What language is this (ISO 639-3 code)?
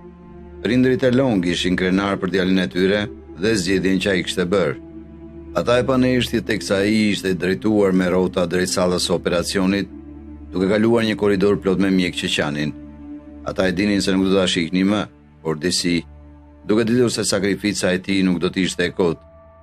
sqi